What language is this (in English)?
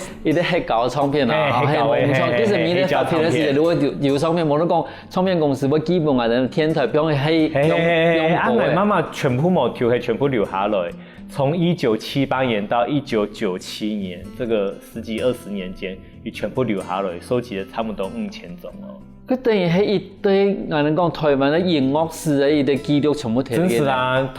Hakka Chinese